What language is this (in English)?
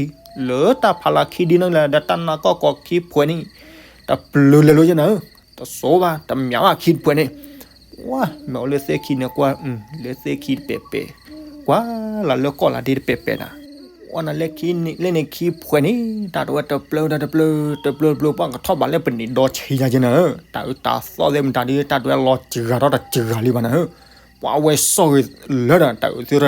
S'gaw Karen